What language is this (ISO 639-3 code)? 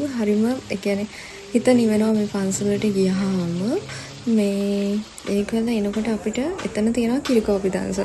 sin